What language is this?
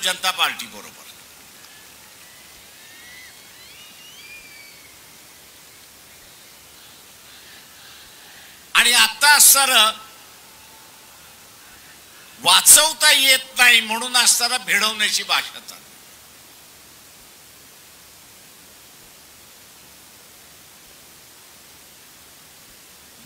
Marathi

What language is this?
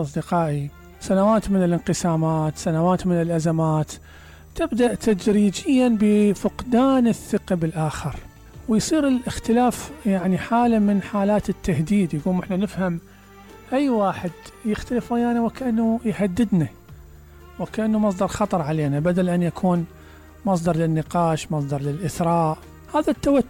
Mesopotamian Arabic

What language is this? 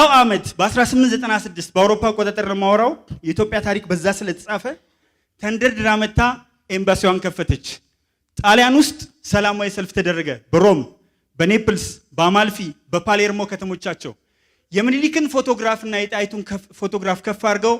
Amharic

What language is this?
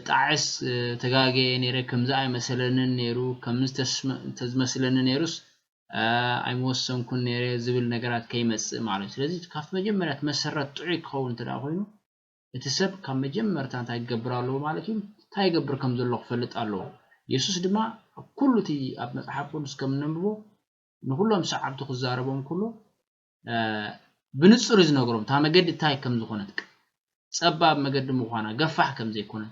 Tigrinya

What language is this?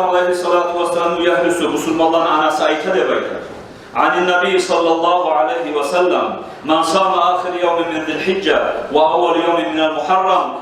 Kumyk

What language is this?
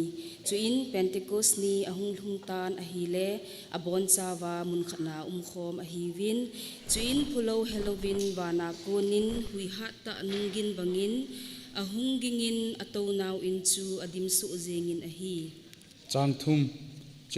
Thado Chin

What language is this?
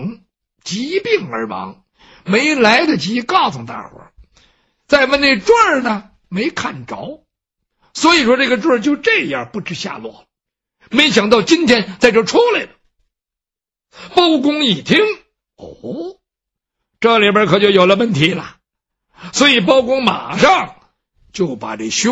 Chinese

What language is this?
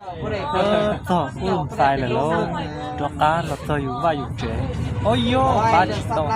Hmong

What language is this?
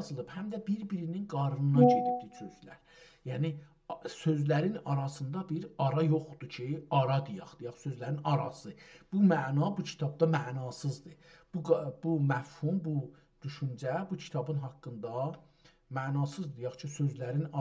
South Azerbaijani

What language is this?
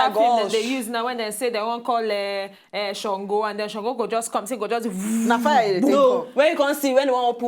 Nigerian Pidgin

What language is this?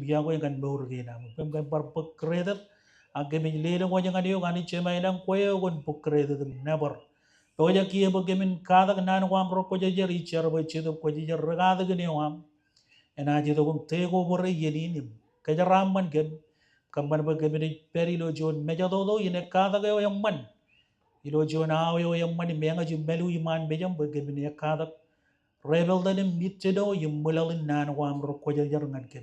Marshallese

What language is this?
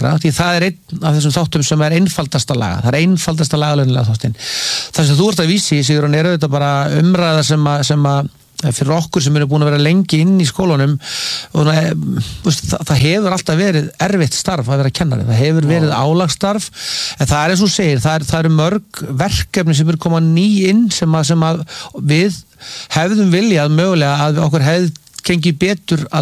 Icelandic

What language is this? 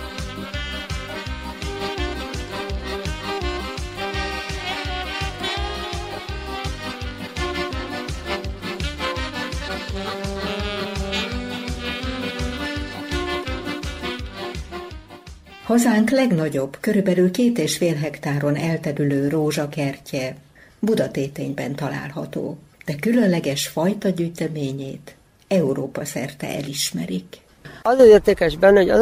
Hungarian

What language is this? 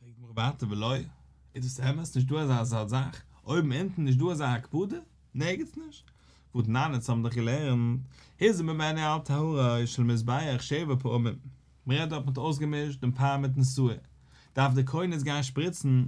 Yiddish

